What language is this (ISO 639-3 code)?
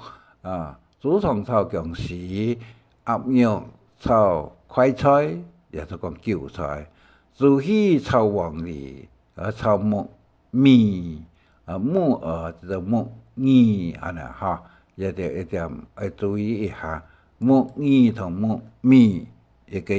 hak